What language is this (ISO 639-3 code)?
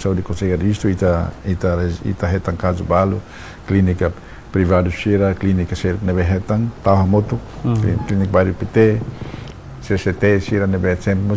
tet